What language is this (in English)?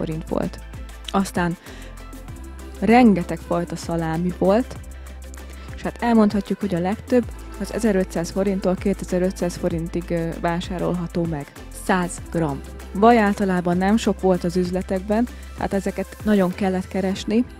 Hungarian